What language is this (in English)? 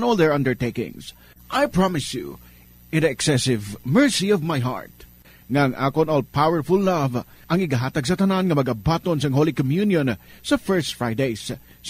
Hiligaynon